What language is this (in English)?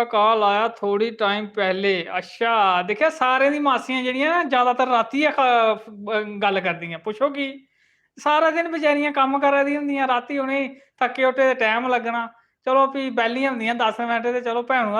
Dogri